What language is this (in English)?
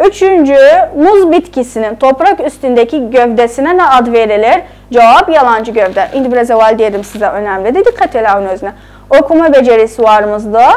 South Azerbaijani